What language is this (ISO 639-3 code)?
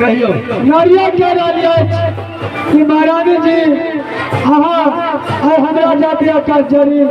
mai